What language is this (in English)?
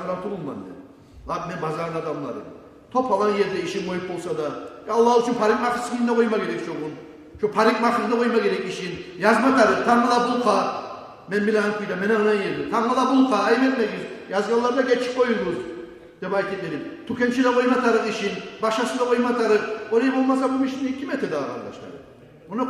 Kumyk